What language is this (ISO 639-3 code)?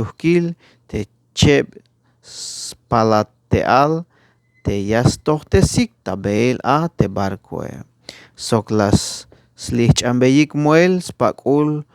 tzh